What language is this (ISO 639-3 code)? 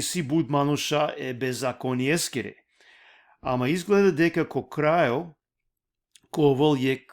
rmn